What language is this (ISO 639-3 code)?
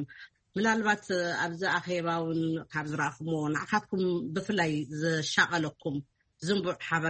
tir